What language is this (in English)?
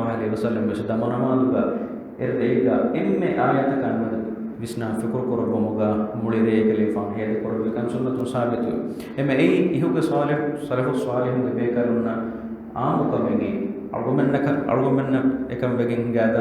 Divehi